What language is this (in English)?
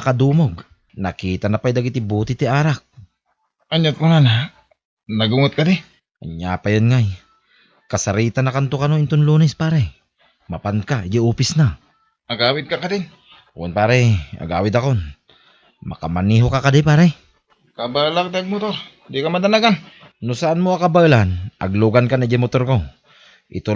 Iloko